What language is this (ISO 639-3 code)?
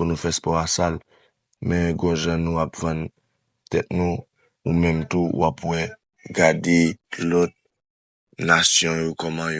hat